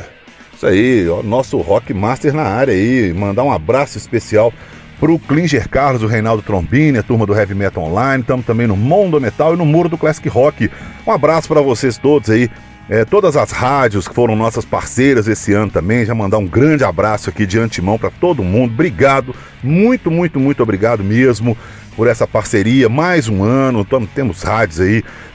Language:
Portuguese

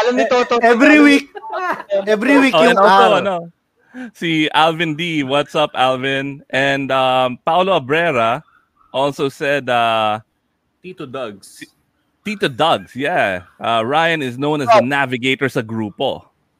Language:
Filipino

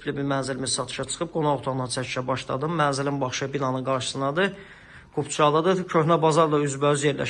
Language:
Azerbaijani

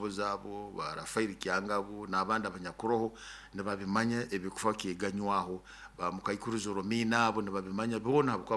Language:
Nyoro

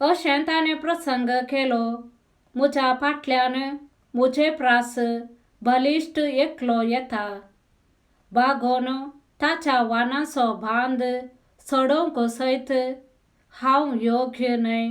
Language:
Konkani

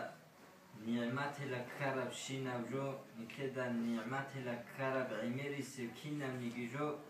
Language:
Avaric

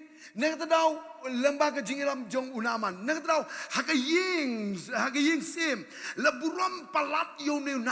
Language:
Khasi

